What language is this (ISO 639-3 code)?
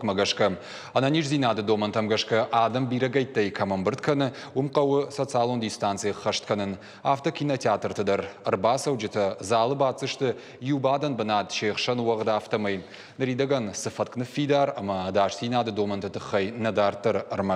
oss